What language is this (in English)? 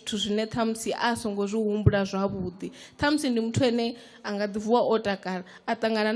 Venda